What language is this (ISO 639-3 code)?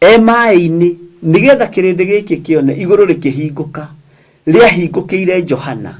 kik